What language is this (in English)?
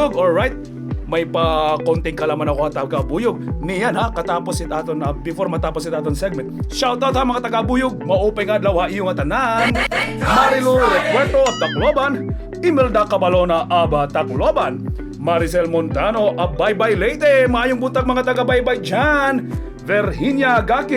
Waray